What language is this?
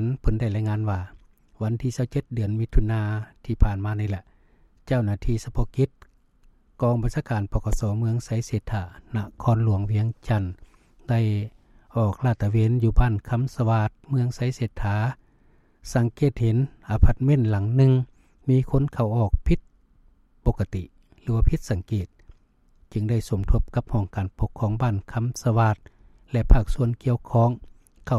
Lao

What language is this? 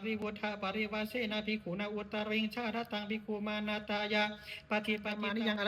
Pali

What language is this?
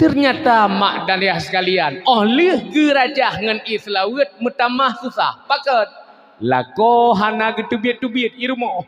Achinese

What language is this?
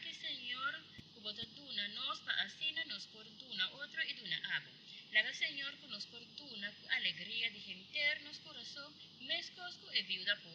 Papiamento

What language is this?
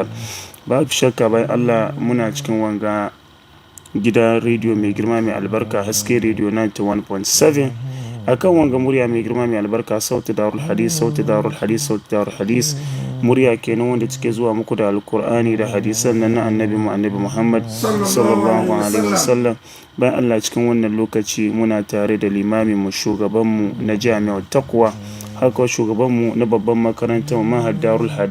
Hausa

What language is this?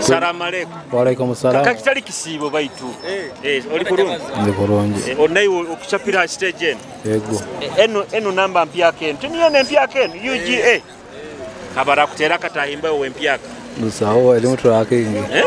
Nyoro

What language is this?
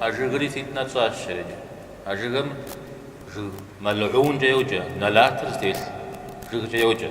Kabardian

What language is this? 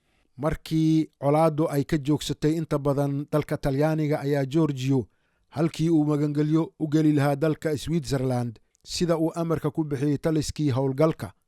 Somali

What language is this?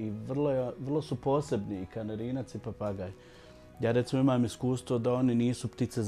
Bosnian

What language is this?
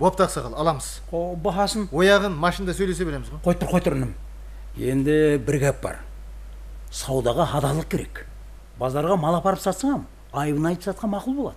Kara-Kalpak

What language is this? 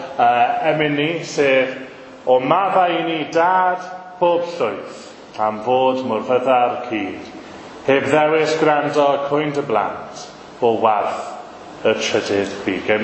Welsh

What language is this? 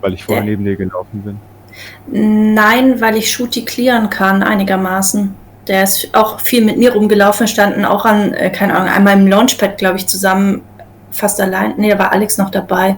Swiss German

